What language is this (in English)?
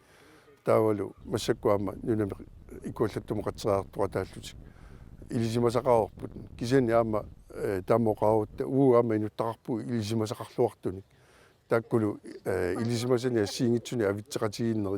Kalaallisut